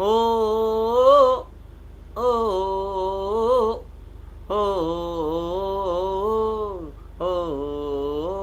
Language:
Dogri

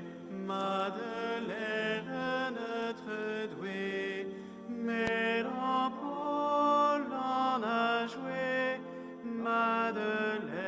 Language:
Breton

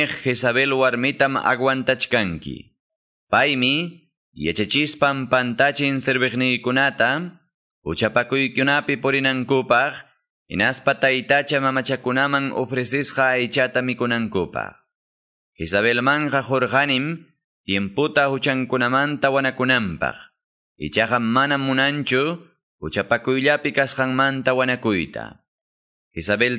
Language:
Ayacucho Quechua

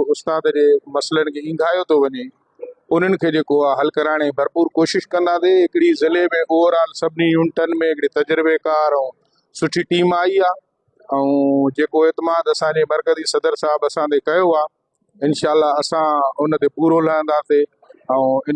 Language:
Sindhi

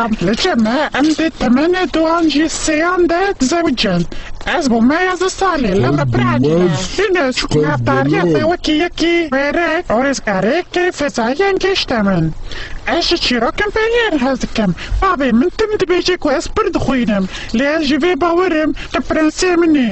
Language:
Kurdish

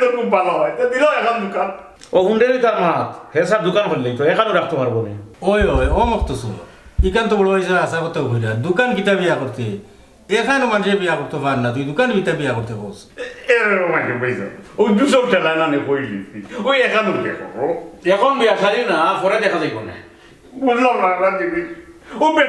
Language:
Sylheti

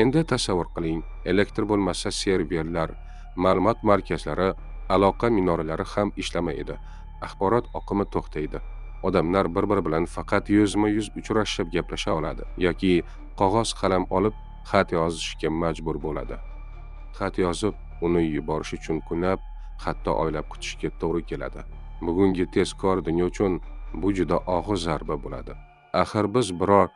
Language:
Uzbek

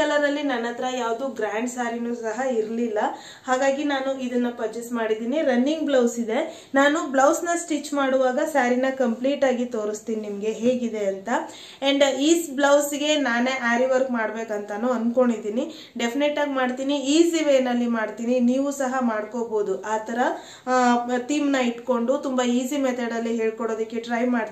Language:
Kannada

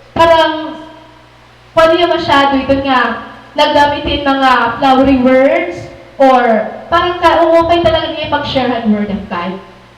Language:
Waray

